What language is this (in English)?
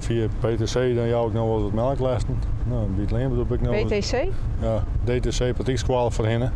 Western Frisian